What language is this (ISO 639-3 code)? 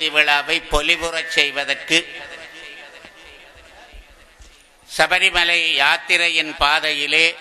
tam